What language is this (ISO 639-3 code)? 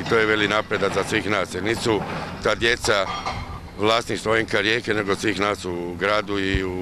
hrv